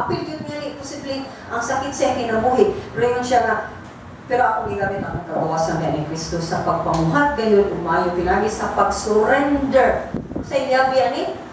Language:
Cebuano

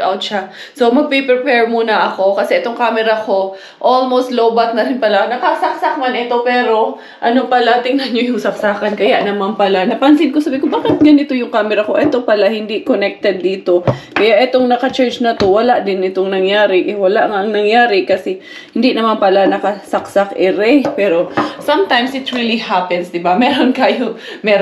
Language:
Filipino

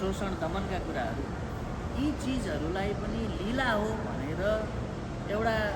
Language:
Nepali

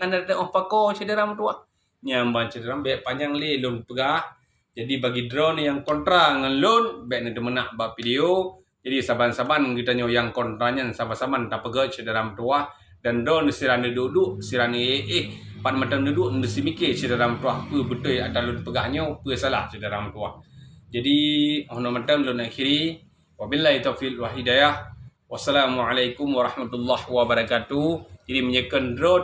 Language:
Achinese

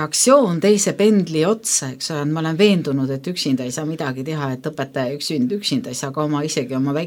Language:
Estonian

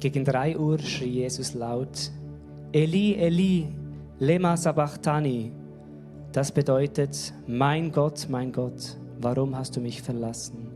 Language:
Swiss German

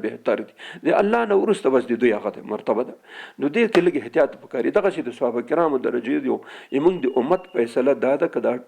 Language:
Pashto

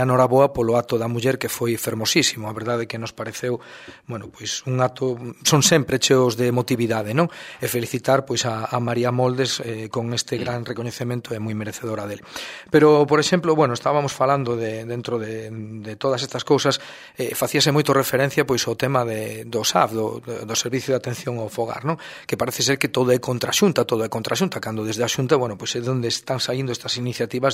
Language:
Galician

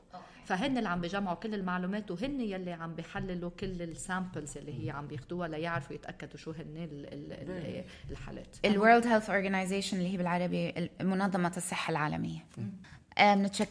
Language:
North Levantine Arabic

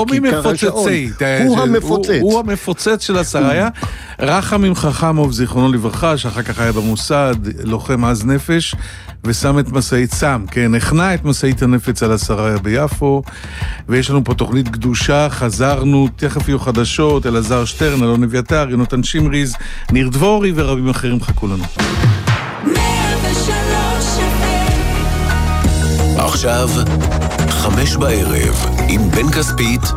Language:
Hebrew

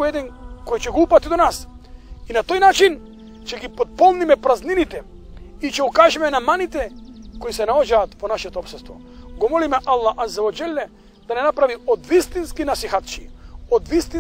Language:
Macedonian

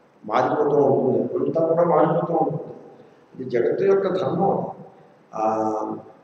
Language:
Telugu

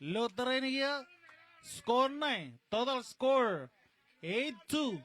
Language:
Marshallese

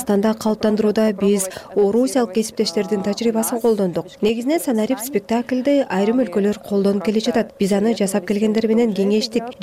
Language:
Kyrgyz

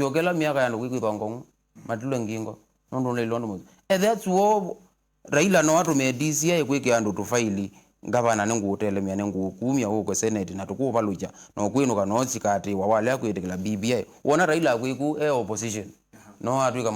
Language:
Kamba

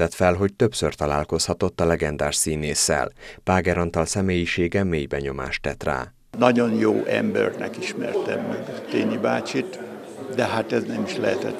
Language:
Hungarian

